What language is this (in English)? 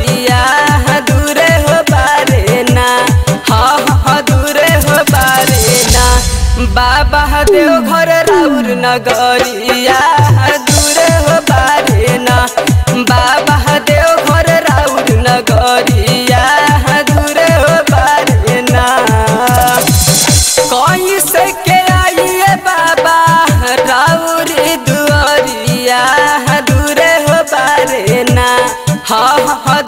Bhojpuri